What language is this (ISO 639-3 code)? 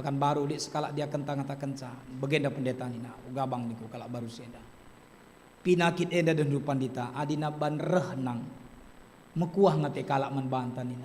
btx